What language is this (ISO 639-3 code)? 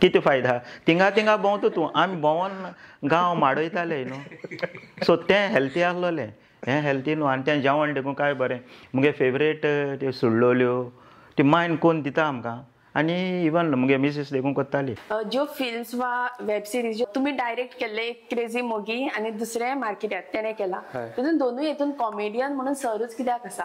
kok